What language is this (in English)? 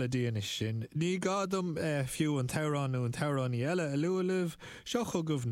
Irish